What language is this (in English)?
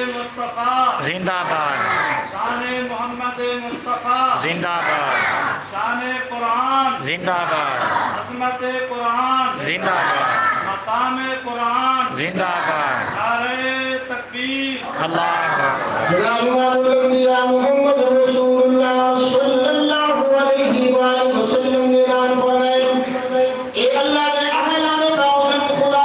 Saraiki